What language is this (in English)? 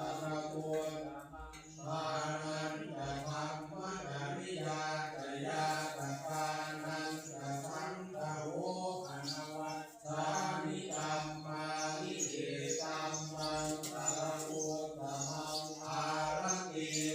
Pali